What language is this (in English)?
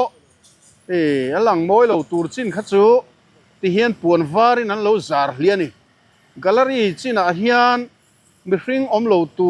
Mizo